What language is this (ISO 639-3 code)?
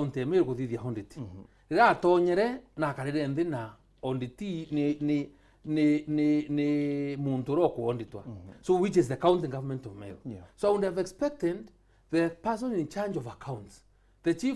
mer